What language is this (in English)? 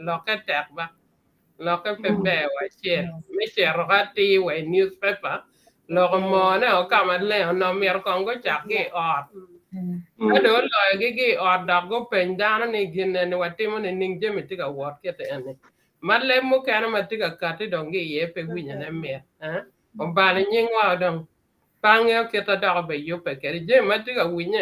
Acoli